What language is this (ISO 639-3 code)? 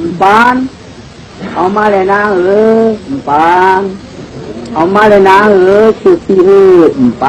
shn